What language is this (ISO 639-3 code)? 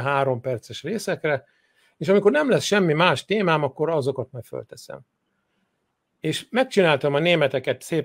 hun